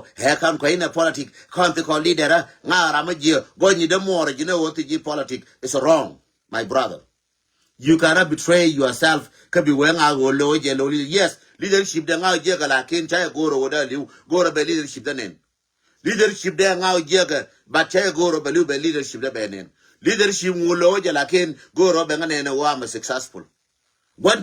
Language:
Nuer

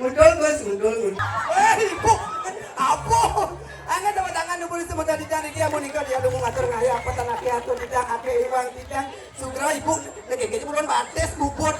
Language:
Balinese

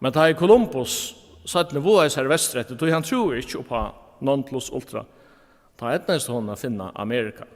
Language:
Faroese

